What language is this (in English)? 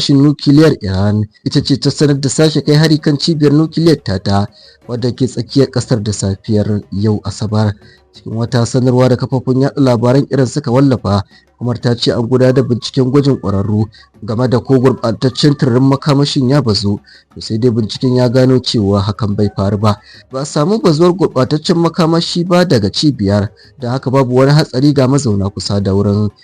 Hausa